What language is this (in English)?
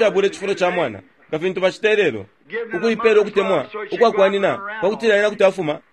Bemba